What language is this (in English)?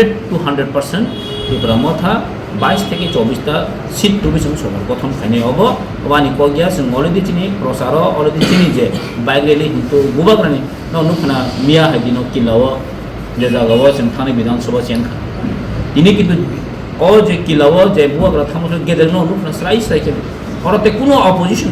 Kok Borok